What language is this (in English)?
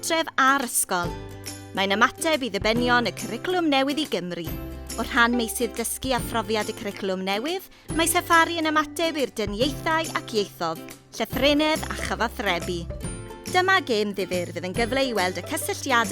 Welsh